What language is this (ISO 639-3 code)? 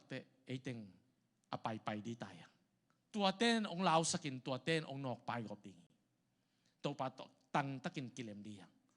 ctd